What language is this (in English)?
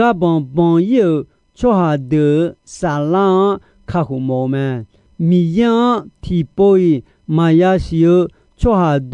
Akha